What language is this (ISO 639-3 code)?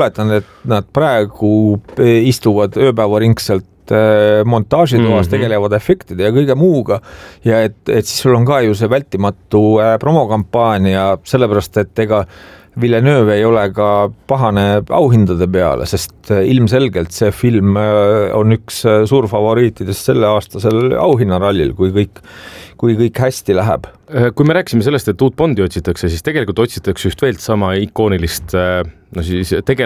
est